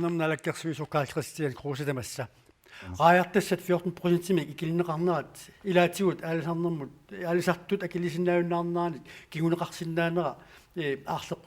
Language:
Kalaallisut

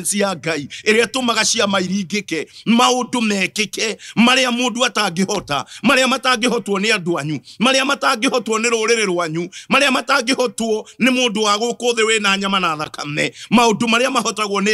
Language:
Kikuyu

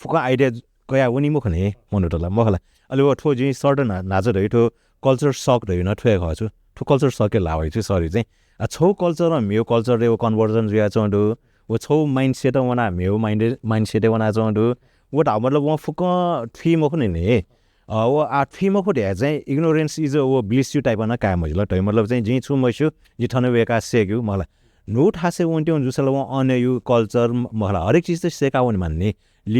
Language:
Newari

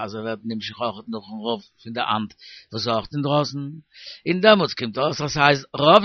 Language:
Yiddish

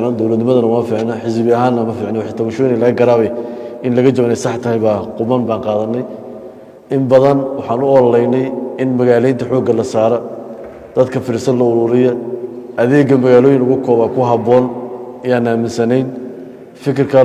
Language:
Somali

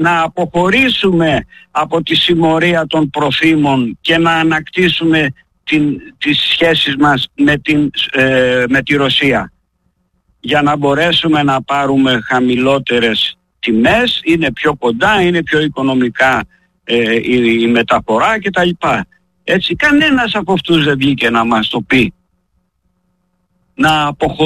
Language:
Greek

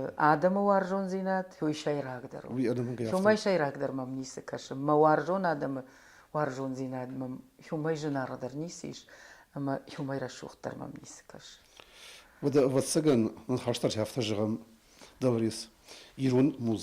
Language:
Ossetic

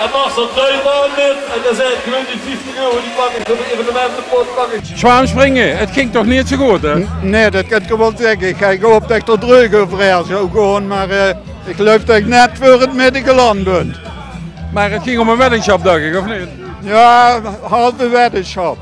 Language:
Limburgish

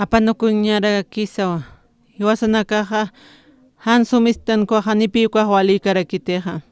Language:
Aymara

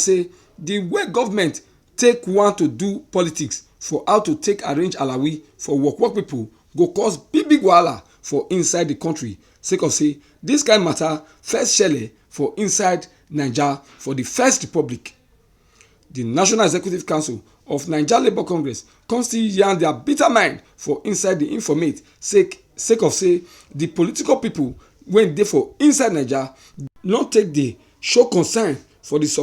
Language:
Nigerian Pidgin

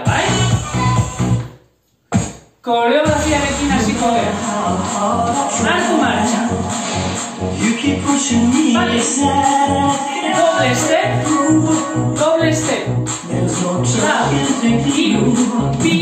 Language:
Basque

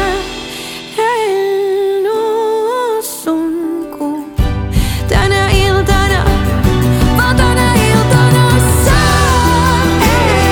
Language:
Finnish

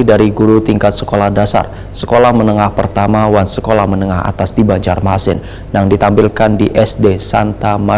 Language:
Banjar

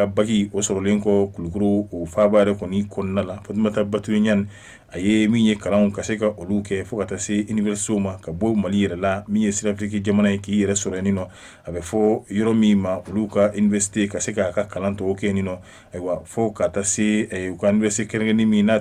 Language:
Bambara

